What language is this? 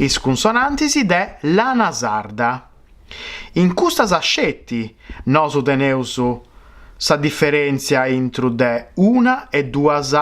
Sardinian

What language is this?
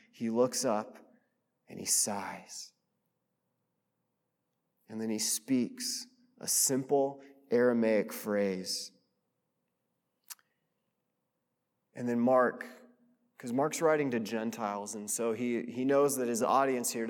English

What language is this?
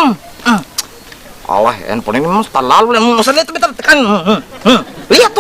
Ambonese Malay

